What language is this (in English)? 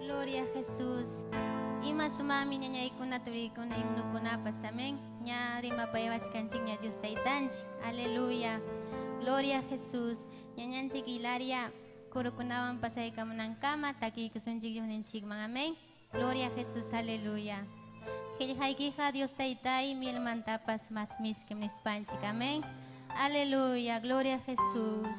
Ayacucho Quechua